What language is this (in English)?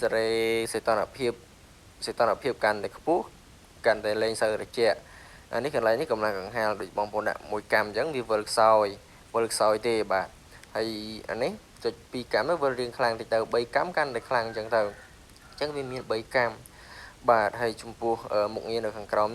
Khmer